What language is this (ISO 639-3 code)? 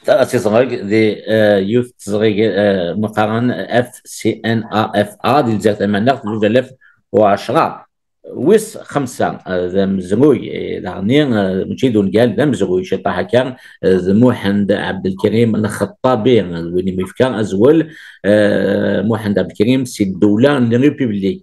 kab